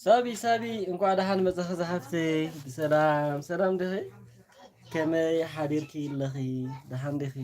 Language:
Tigrinya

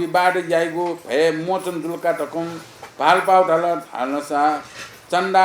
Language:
Newari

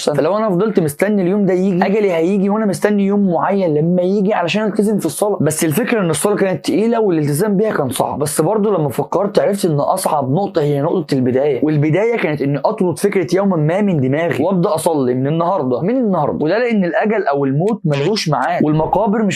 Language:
Egyptian Arabic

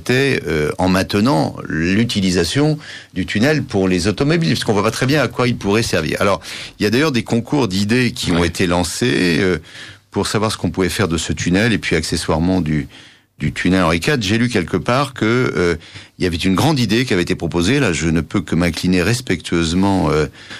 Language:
French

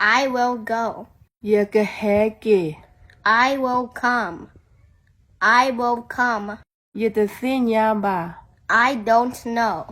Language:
S'gaw Karen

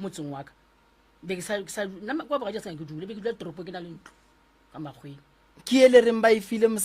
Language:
Northern Sotho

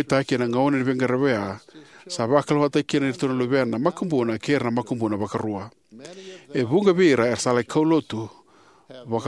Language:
Fijian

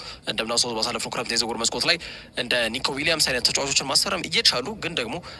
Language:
Amharic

